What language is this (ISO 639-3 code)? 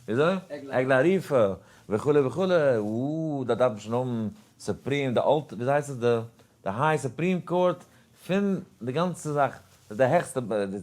yid